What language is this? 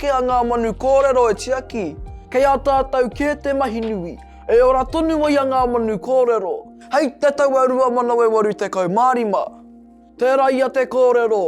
Māori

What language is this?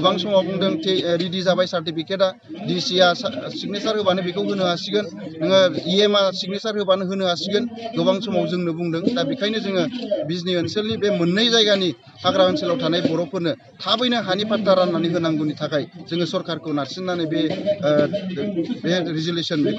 Bodo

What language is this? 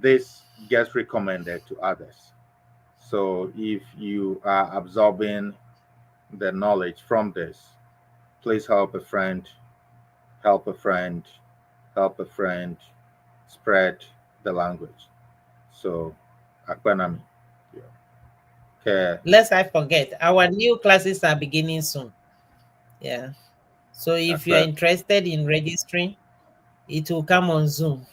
Ewe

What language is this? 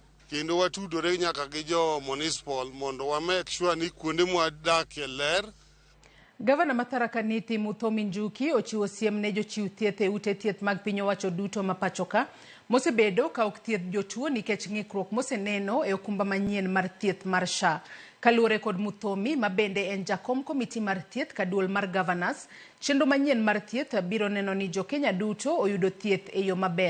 Luo (Kenya and Tanzania)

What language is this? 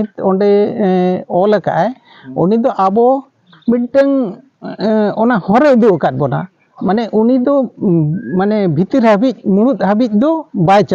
Santali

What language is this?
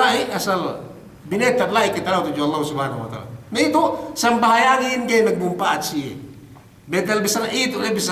Yakan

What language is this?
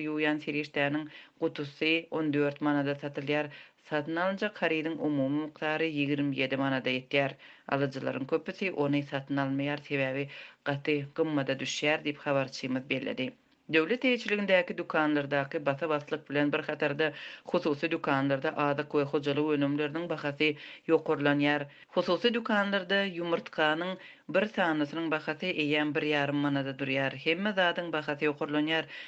Turkmen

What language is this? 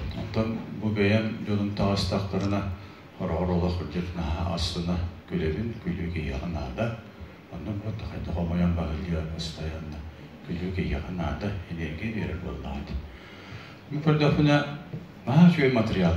Yakut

